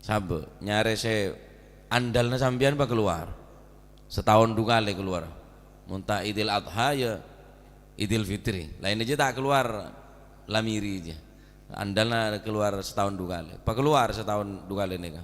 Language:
Madurese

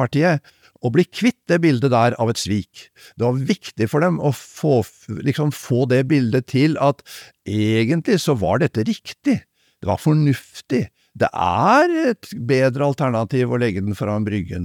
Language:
Norwegian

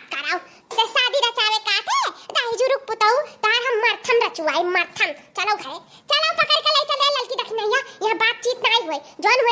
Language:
Awadhi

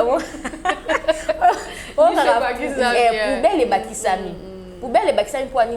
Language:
Lingala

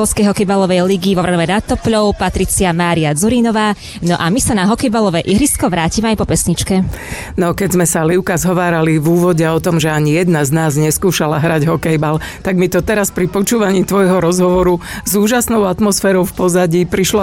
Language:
Slovak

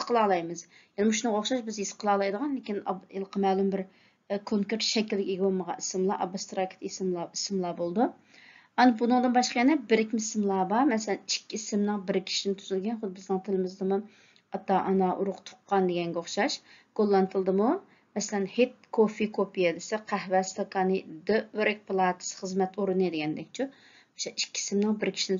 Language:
Uyghur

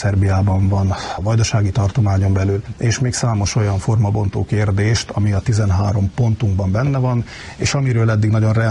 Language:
Hungarian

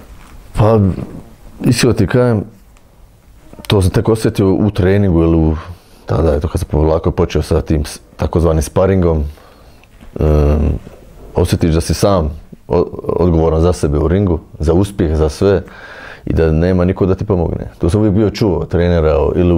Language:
Bosnian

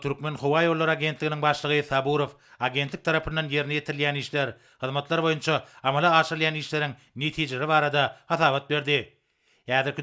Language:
Turkmen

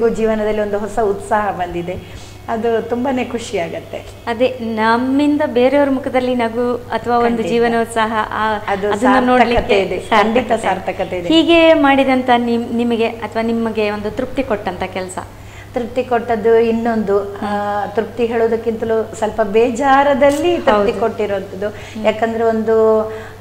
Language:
Kannada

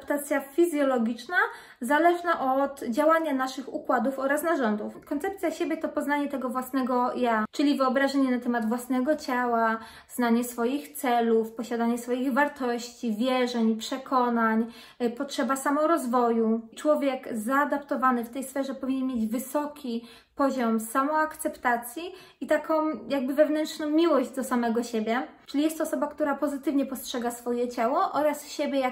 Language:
Polish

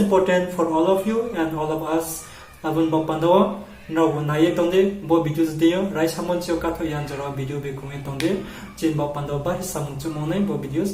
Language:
Riang (India)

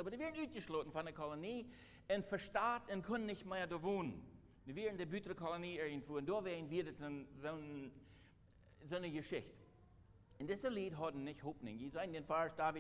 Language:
Plautdietsch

